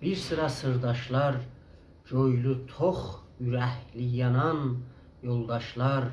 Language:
South Azerbaijani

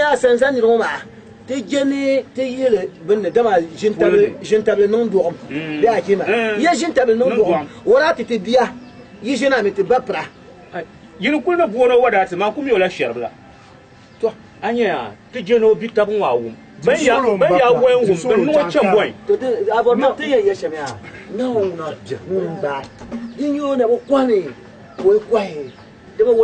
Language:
Dagbani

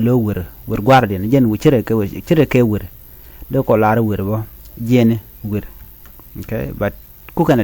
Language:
Nuer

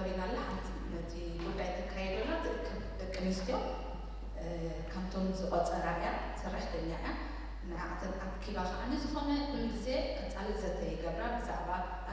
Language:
Tigrinya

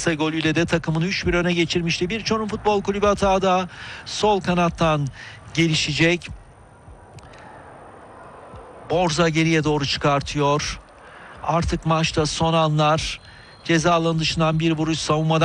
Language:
Turkish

